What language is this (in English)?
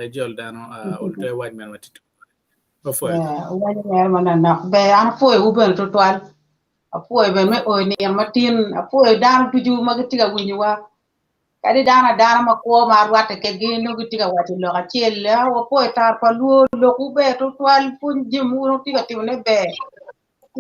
Acoli